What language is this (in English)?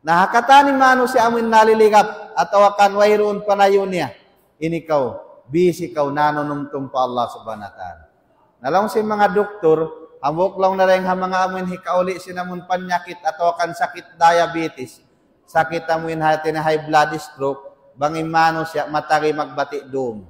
Tausug